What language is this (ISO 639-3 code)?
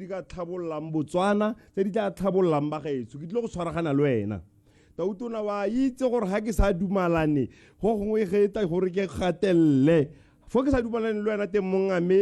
tsn